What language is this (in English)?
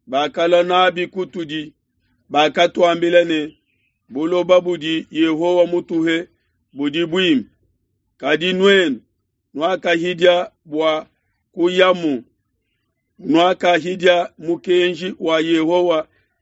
Luba-Lulua